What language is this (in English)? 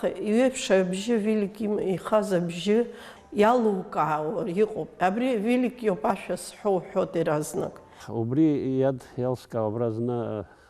Abkhazian